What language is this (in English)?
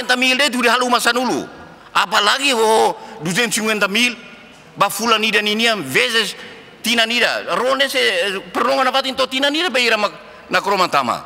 Tetum